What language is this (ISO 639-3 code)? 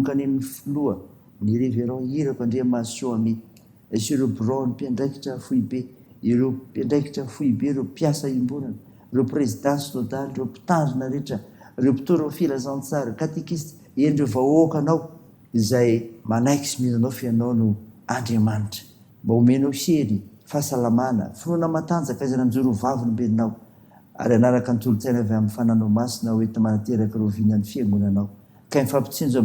mlg